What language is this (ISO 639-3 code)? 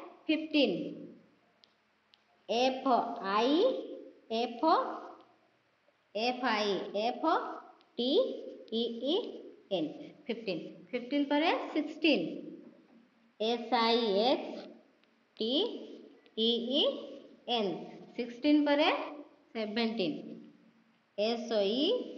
ori